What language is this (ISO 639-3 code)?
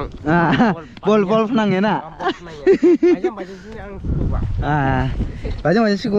dis